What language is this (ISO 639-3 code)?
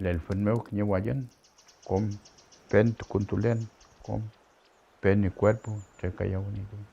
arn